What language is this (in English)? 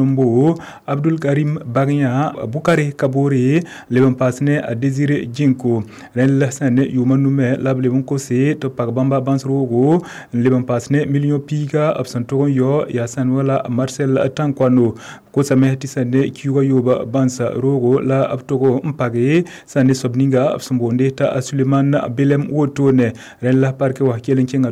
Mossi